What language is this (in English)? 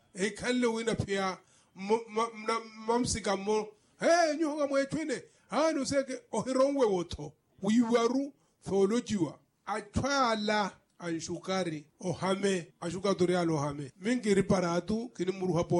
Makhuwa